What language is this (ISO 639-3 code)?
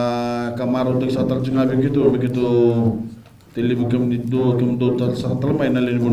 fij